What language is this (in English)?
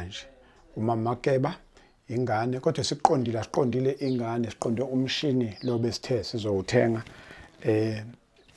Zulu